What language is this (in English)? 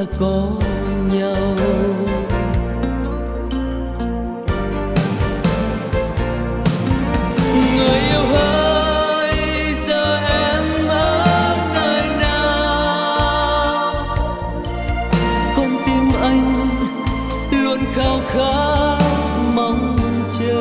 Vietnamese